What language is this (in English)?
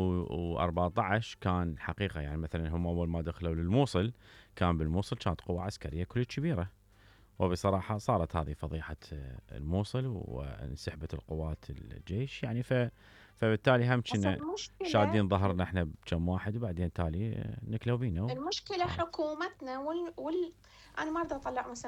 Mesopotamian Arabic